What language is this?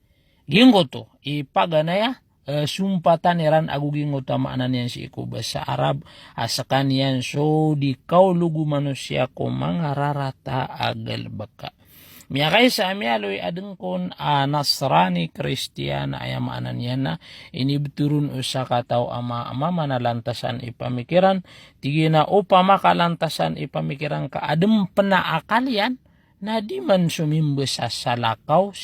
Maranao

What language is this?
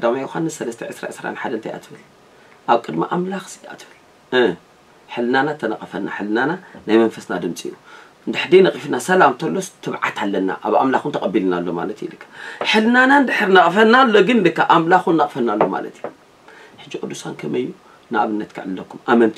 Tigrinya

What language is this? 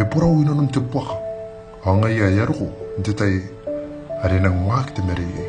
Gilbertese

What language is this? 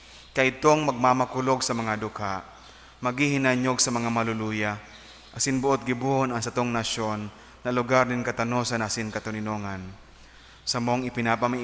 Bikol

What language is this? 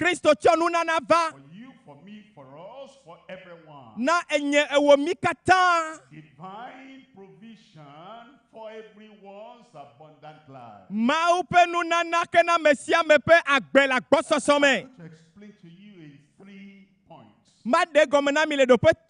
Ewe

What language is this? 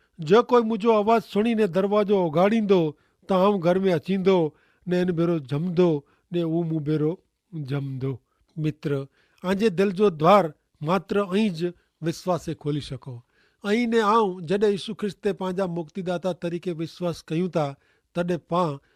Kachhi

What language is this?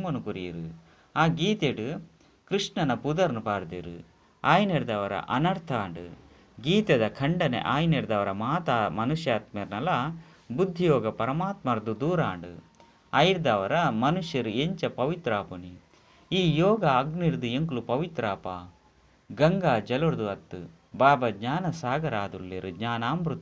Tulu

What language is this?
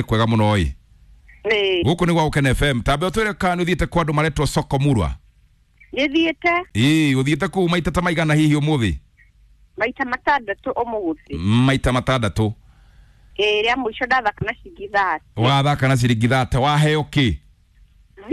Kikuyu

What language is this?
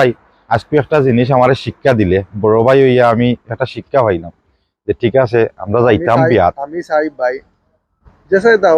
Sylheti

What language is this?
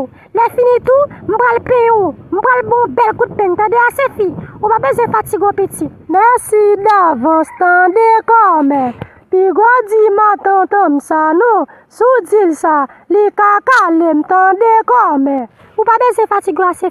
Haitian Creole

